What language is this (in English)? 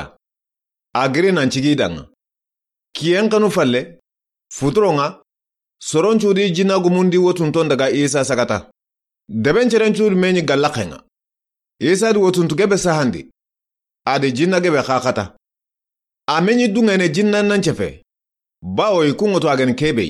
Soninke